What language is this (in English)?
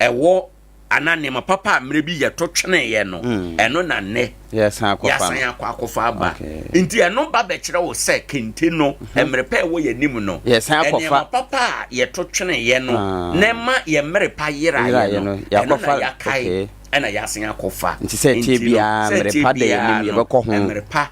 Akan